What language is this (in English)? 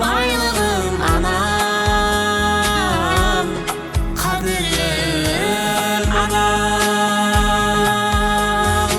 Kara-Kalpak